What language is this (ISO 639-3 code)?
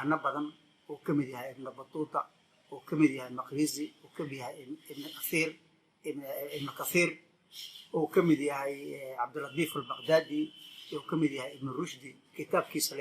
som